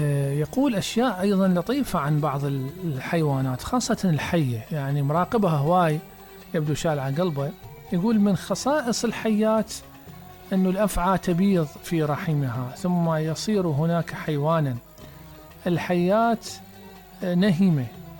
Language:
Mesopotamian Arabic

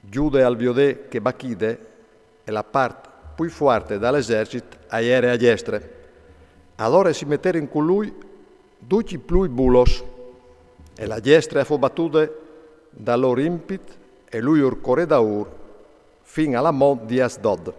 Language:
Friulian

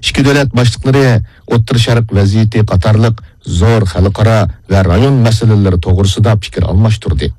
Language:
Uyghur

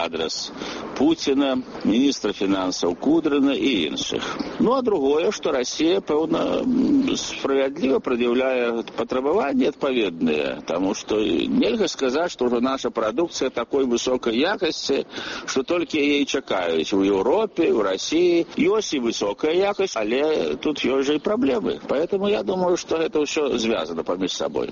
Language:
Belarusian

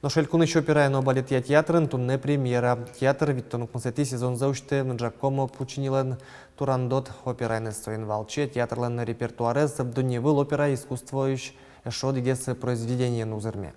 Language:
Udmurt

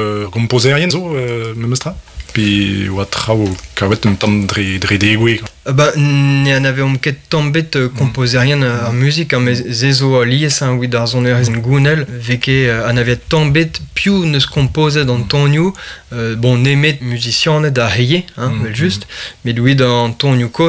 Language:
Breton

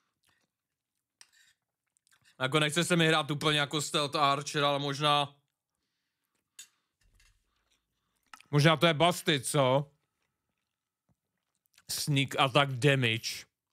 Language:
Czech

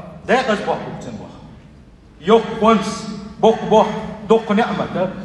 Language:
Chechen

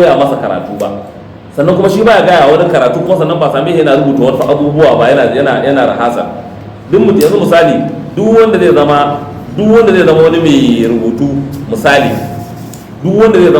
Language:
Hausa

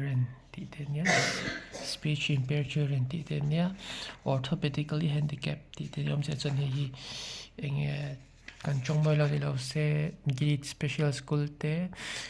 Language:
Mizo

